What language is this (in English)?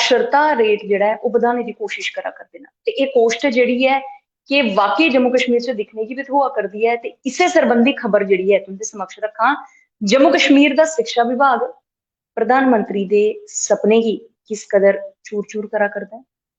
Dogri